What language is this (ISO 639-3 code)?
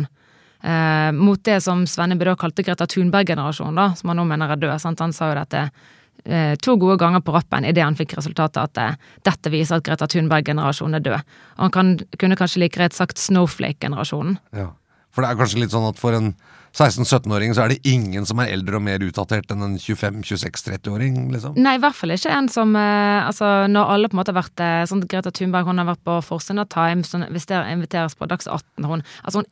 nor